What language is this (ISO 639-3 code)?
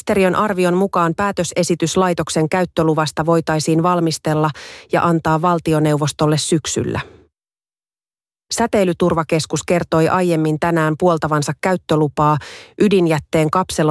fin